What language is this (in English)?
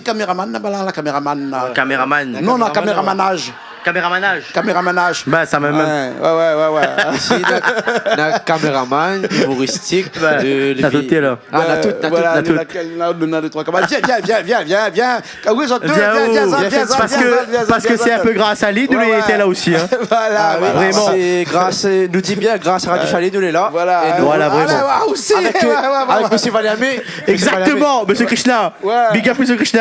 Réunion Creole French